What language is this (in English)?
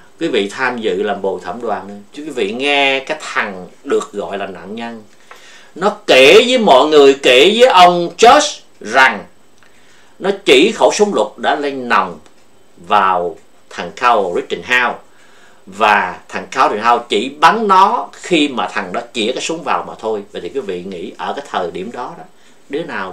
Vietnamese